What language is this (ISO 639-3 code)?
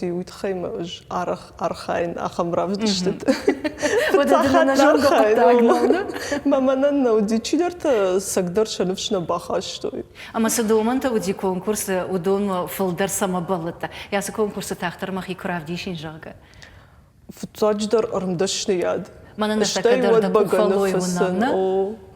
oss